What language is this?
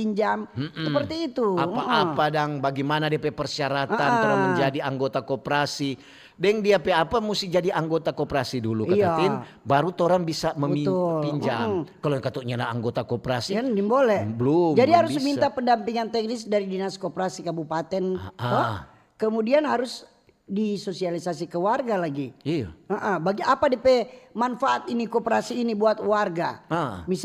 Manado Malay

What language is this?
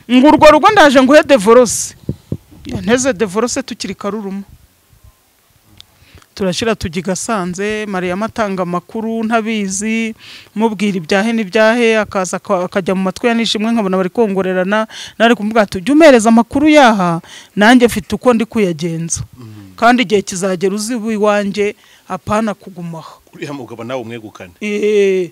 Kinyarwanda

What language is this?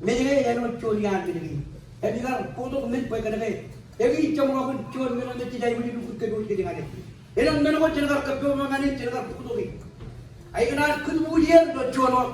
Marshallese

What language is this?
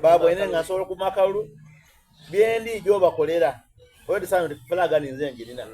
Soga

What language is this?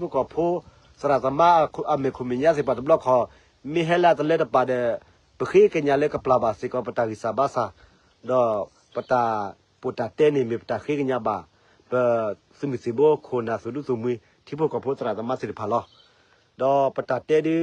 S'gaw Karen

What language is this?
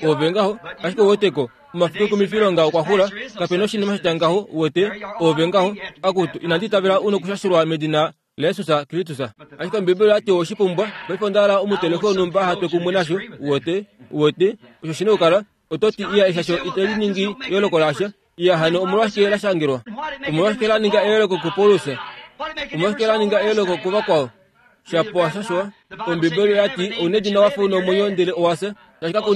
Kuanyama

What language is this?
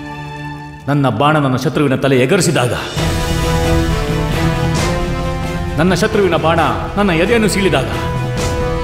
Kannada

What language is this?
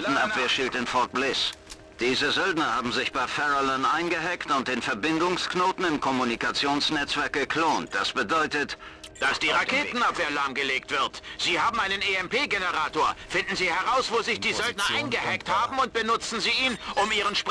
Bavarian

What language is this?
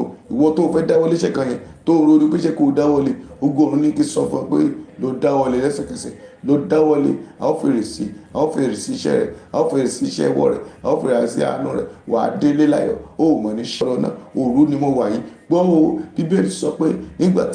Yoruba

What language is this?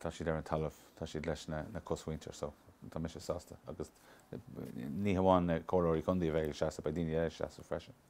Irish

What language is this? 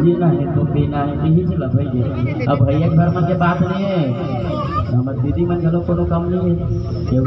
Chhattisgarhi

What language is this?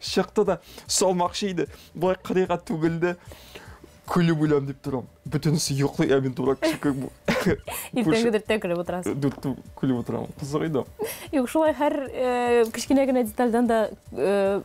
Tatar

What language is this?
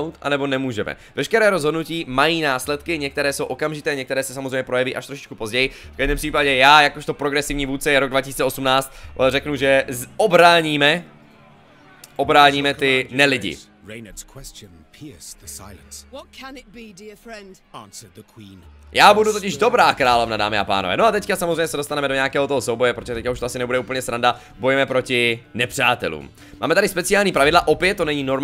Czech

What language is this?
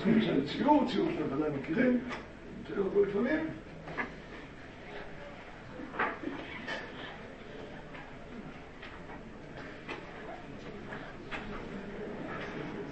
Hebrew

